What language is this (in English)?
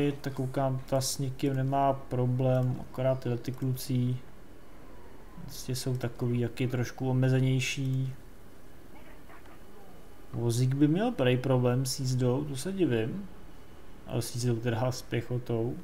Czech